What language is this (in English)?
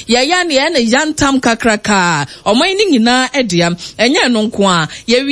Akan